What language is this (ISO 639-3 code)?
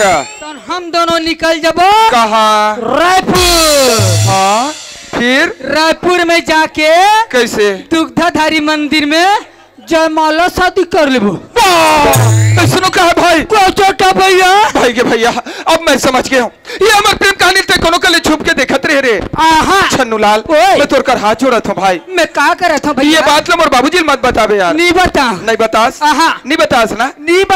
hne